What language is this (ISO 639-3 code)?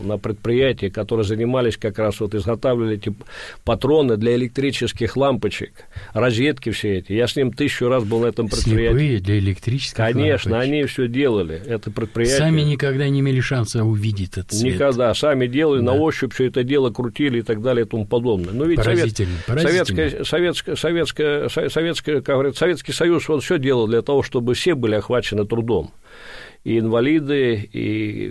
rus